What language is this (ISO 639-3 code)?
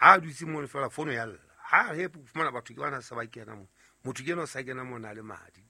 sot